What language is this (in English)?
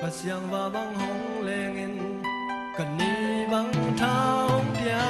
Paite Chin